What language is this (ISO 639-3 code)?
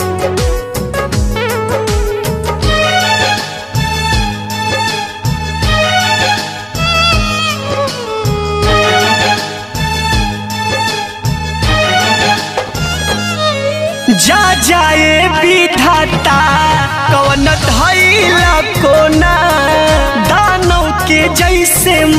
bho